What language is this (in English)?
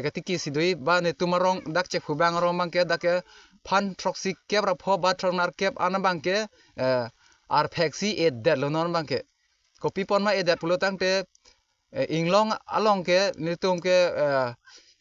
Karbi